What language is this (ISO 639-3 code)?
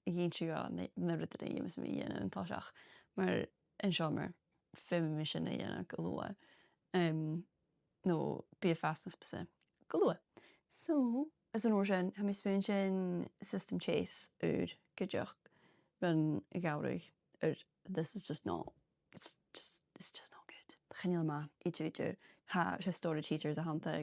gla